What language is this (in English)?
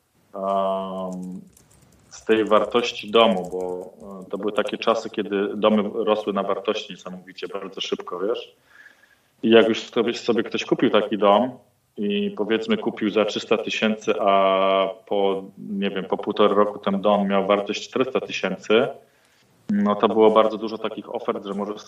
Polish